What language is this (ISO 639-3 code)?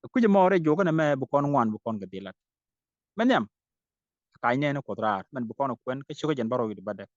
nus